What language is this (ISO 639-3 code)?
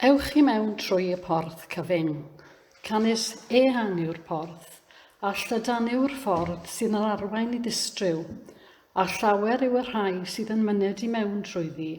cym